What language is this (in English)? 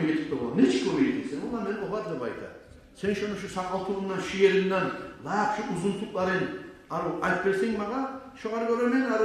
Kumyk